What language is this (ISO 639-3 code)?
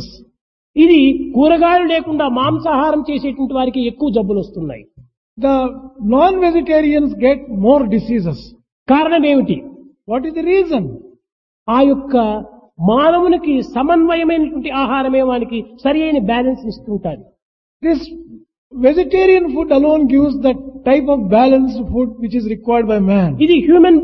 tel